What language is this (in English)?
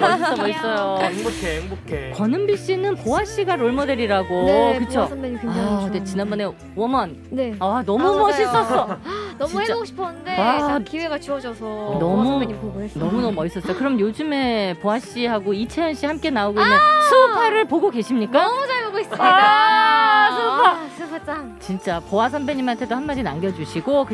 Korean